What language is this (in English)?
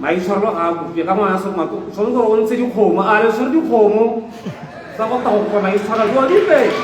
Tswana